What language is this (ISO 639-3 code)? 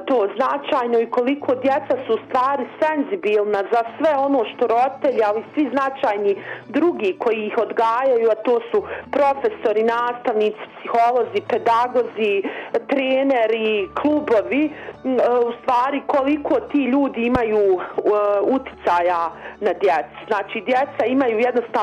bos